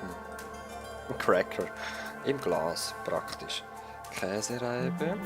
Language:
Swiss German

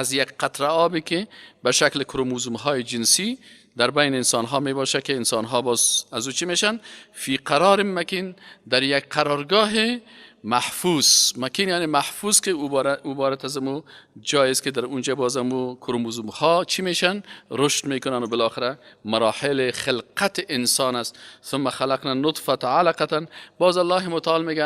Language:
Persian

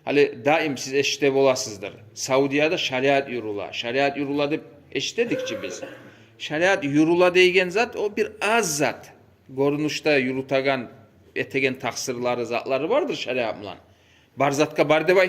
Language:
Kumyk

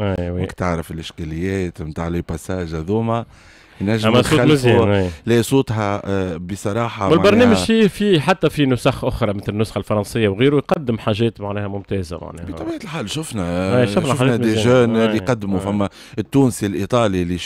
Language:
Tunisian Arabic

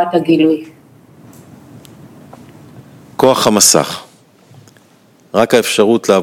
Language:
Hebrew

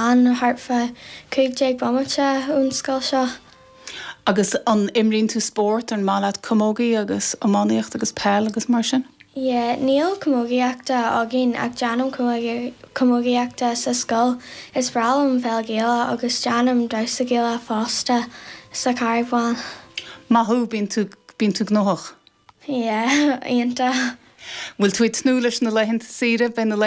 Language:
Irish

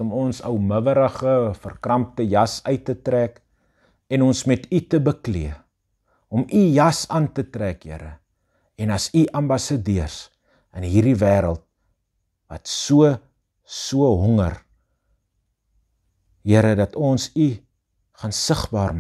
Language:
Afrikaans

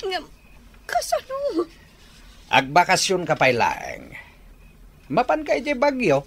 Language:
Iloko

